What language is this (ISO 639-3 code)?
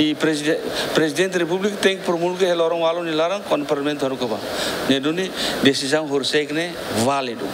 tet